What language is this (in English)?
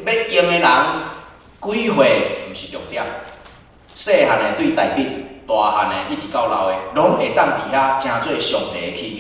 Min Nan Chinese